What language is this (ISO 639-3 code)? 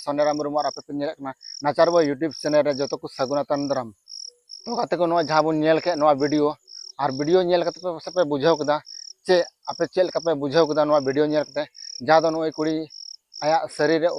sat